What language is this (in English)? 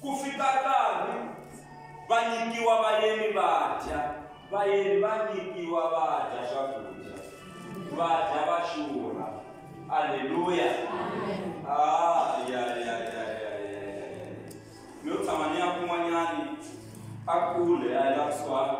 Tsonga